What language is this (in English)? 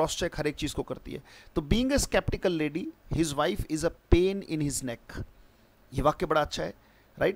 Hindi